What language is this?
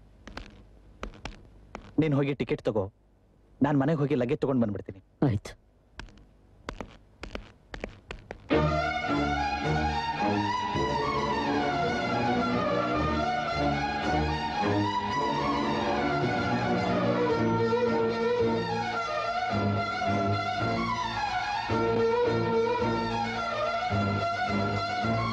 Kannada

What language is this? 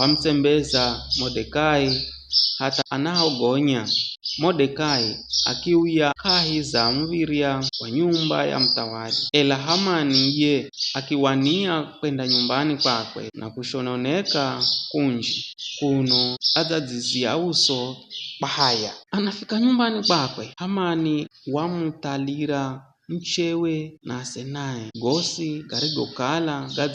Giryama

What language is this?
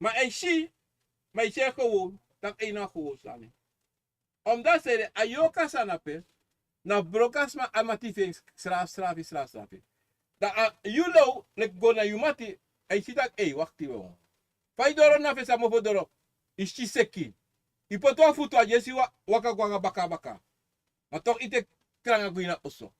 Sranan Tongo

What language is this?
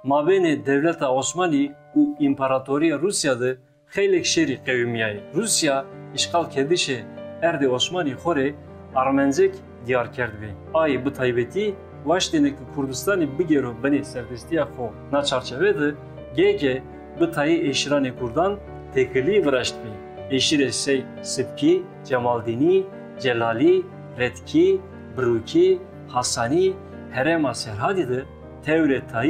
Zaza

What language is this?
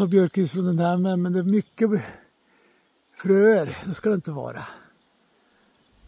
Swedish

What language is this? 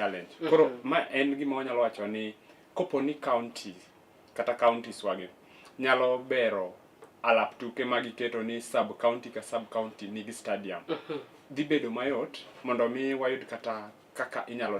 Luo (Kenya and Tanzania)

